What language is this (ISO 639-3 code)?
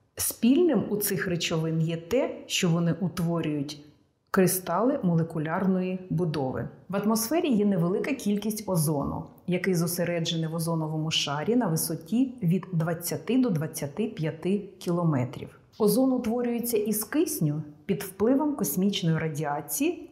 ukr